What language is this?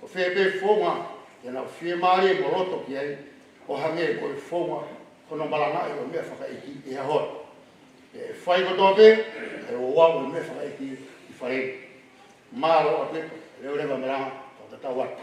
Tongan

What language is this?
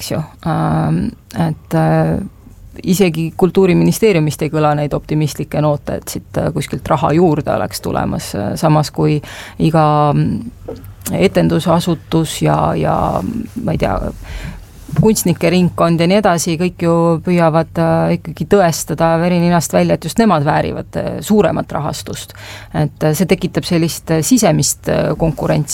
Estonian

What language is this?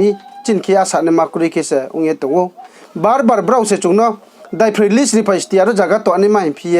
Riang (India)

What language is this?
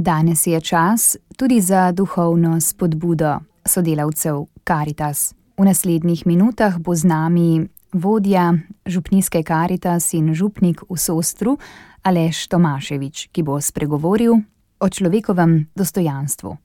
Slovenian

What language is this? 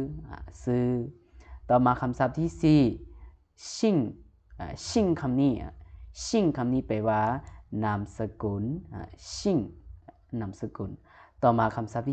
Lao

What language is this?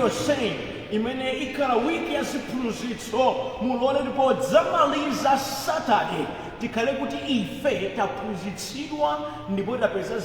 Nyanja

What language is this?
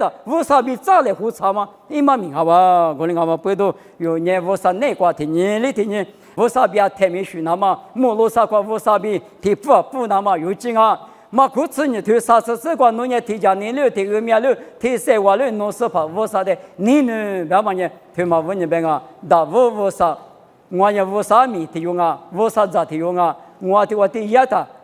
Lisu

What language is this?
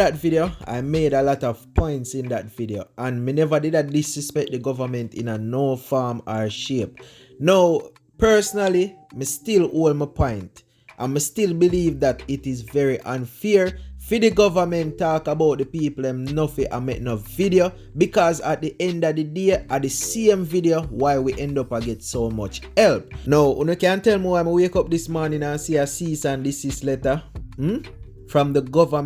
Jamaican Creole English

